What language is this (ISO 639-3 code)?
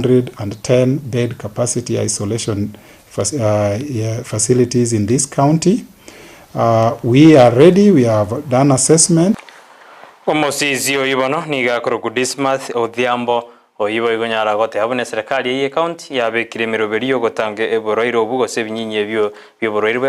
guz